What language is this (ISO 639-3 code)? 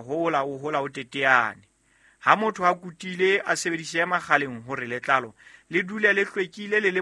sot